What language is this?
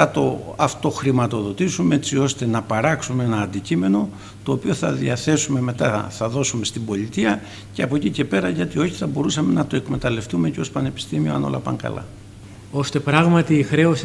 Greek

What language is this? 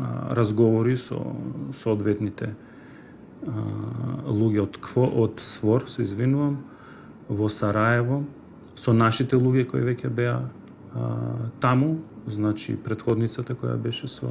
Macedonian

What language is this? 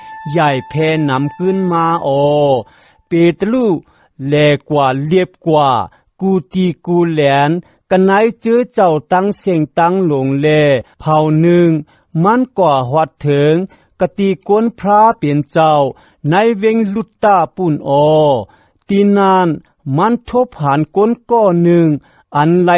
Shan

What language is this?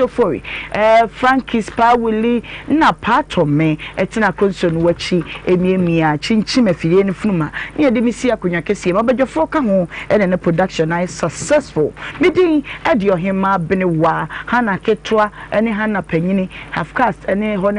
Akan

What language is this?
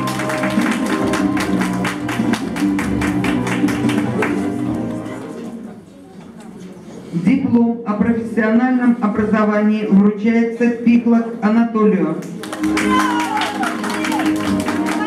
Russian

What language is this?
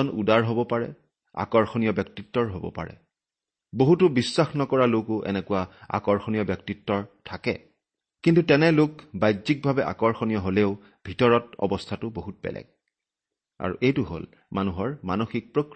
Assamese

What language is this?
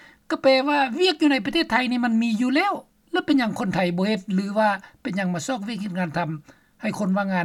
Lao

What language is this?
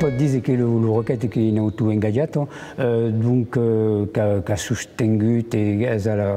Occitan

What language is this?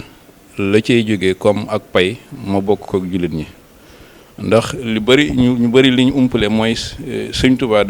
Wolof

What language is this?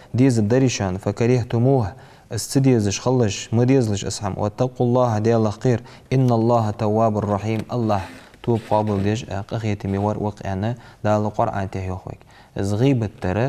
Ingush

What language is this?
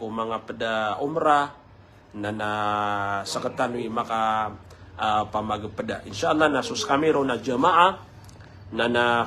Maranao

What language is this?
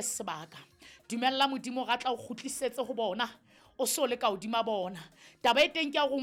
Southern Sotho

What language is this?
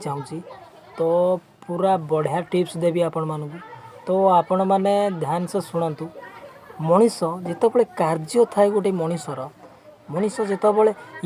Odia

